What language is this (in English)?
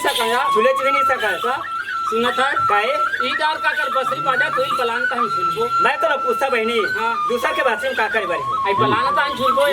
Chhattisgarhi